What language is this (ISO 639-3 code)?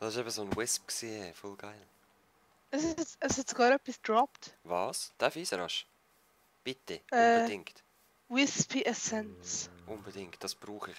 gsw